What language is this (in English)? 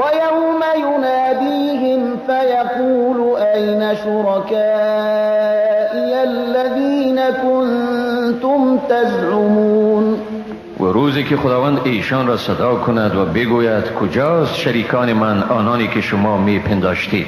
Tajik